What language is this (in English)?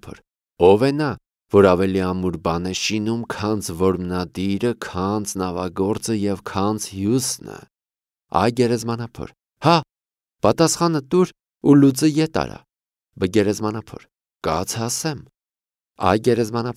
Armenian